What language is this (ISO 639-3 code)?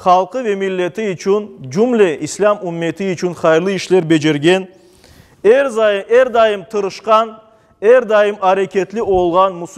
crh